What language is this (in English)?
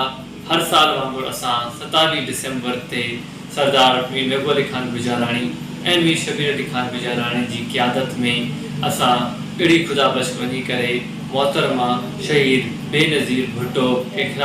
Sindhi